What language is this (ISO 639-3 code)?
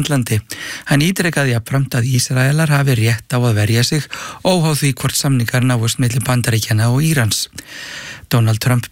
isl